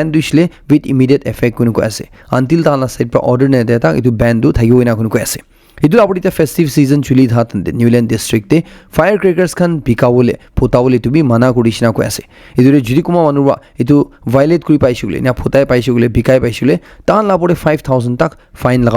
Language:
Naga Pidgin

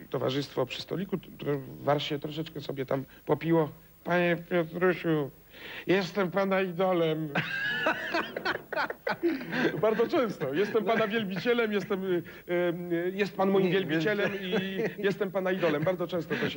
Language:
Polish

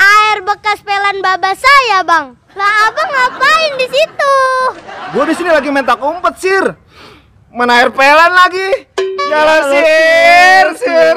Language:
Betawi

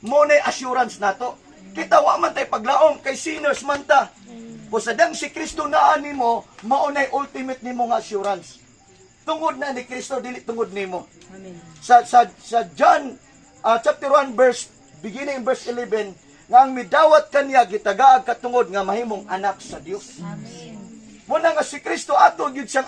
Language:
Cebuano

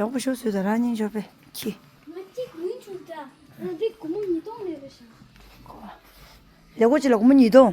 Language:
Tibetan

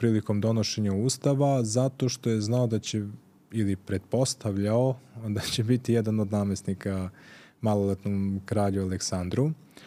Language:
Serbian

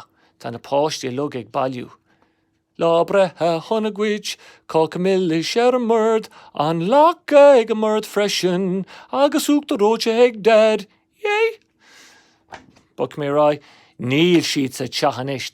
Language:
Irish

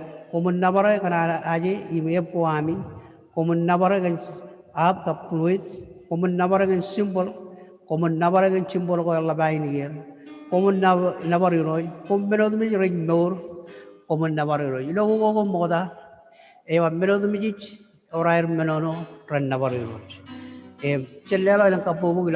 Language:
Marshallese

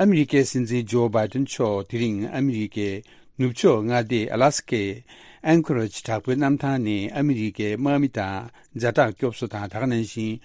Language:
Tibetan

